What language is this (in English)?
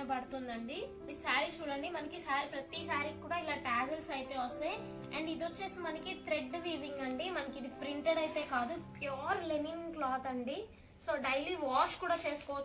Telugu